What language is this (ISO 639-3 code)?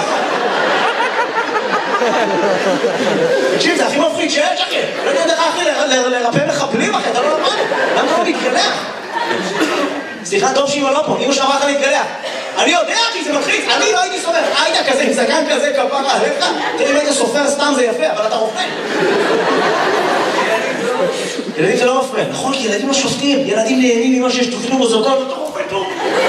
heb